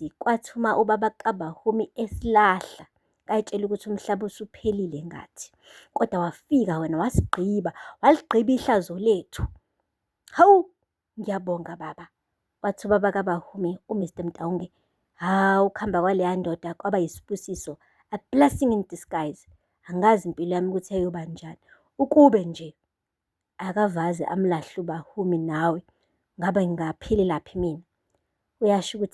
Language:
Zulu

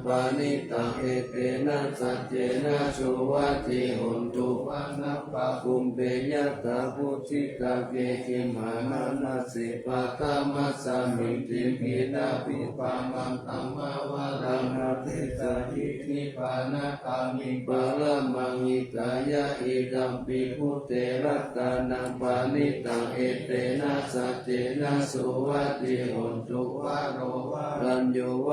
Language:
Pali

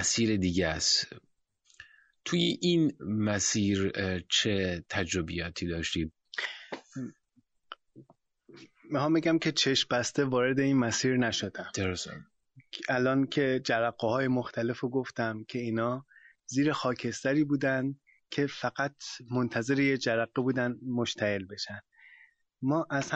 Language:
Persian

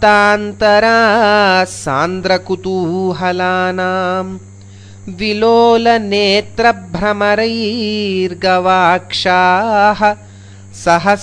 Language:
Sanskrit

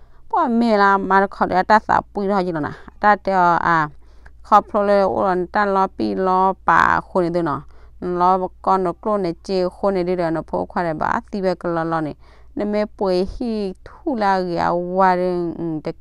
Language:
S'gaw Karen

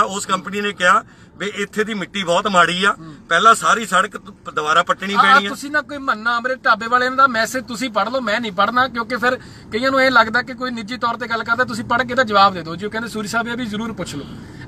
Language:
Punjabi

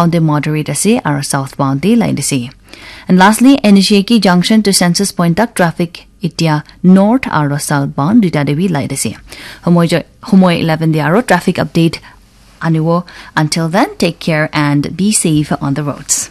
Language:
Naga Pidgin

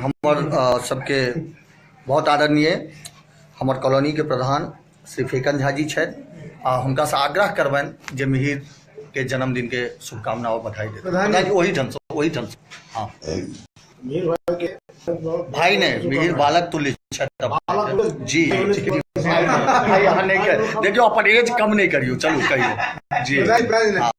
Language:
Maithili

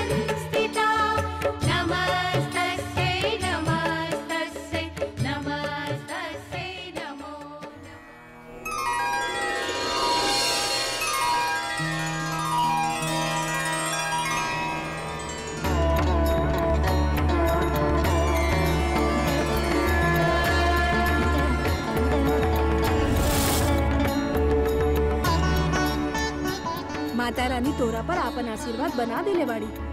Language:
Bhojpuri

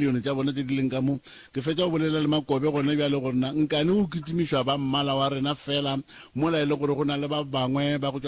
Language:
Northern Sotho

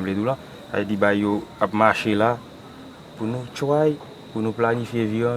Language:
Haitian Creole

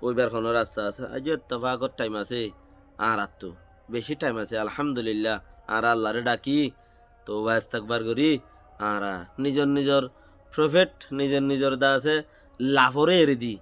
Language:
Rohingya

